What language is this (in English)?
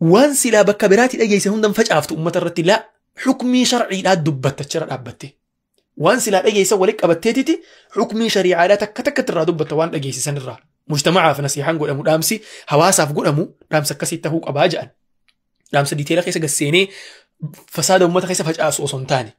Oromo